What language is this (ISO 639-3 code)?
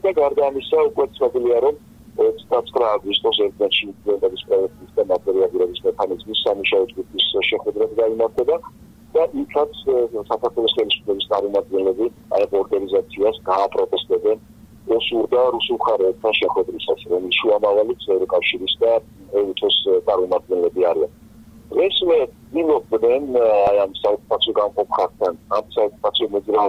kat